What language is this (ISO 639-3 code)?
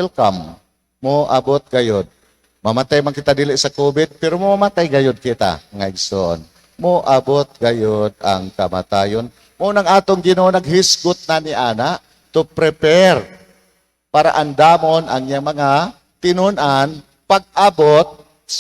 ceb